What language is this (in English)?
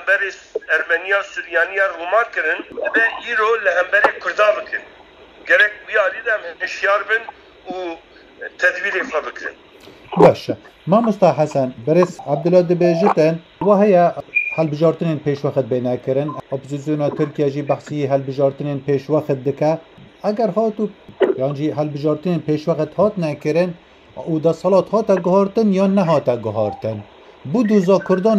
Kurdish